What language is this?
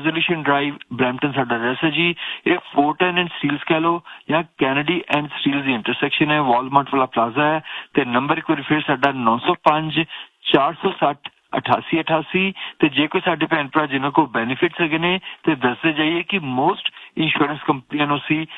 Punjabi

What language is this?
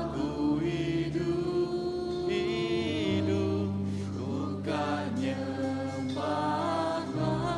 Iban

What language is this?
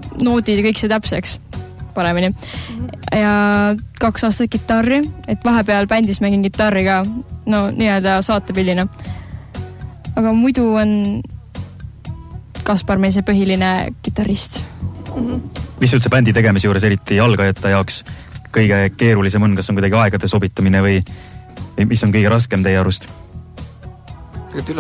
Estonian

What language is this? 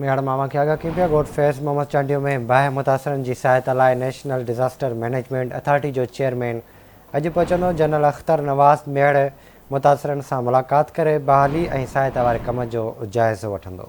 Sindhi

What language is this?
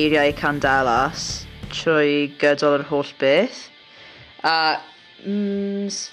Welsh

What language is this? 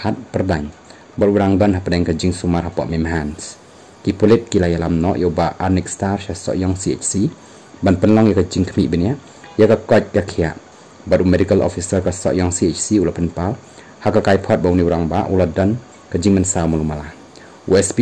Khasi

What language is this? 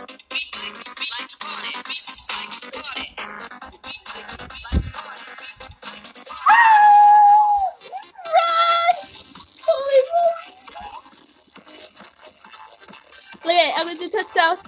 English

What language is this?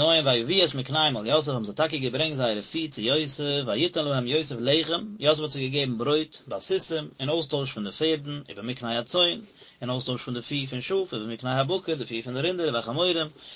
Yiddish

